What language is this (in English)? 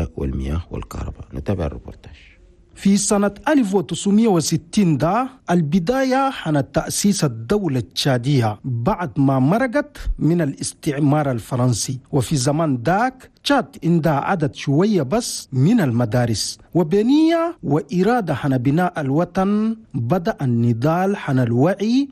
Chadian Arabic